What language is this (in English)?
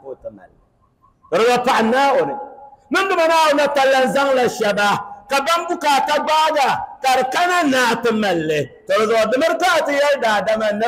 Dagbani